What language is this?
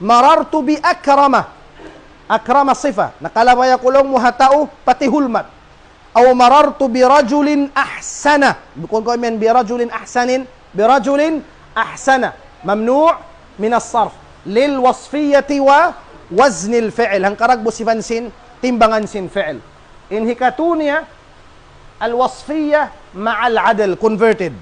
Tausug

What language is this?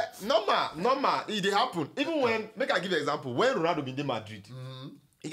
Nigerian Pidgin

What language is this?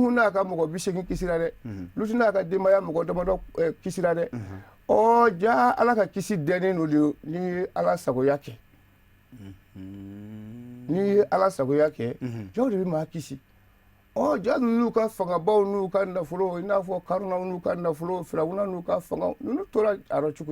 Bambara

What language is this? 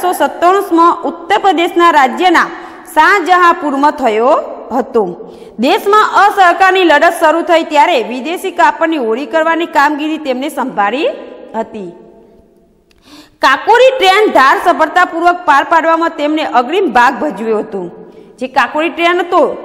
Gujarati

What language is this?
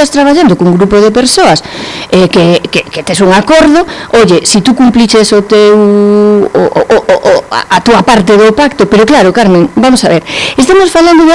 Galician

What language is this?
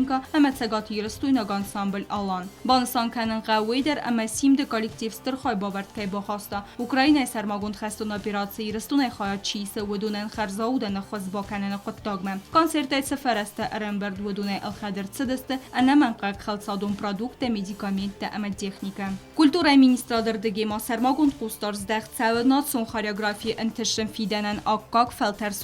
Ossetic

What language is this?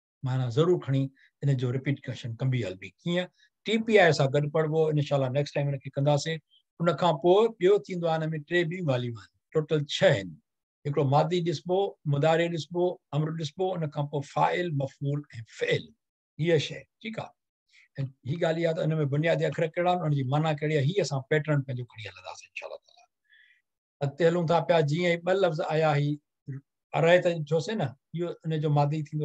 Sindhi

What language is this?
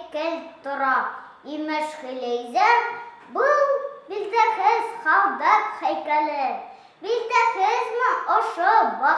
Bashkir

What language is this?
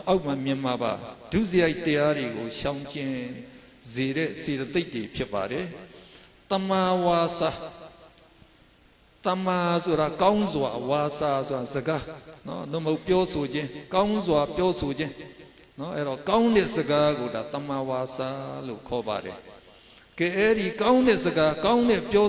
Burmese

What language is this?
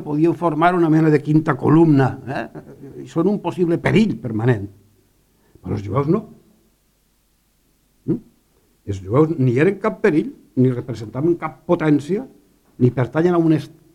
Catalan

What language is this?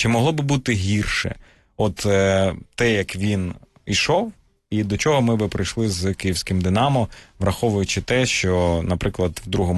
Ukrainian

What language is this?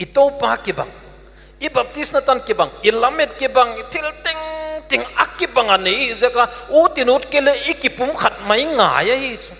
Paite Chin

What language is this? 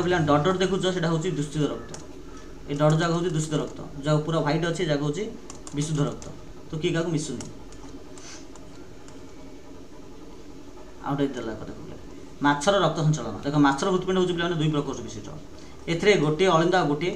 Odia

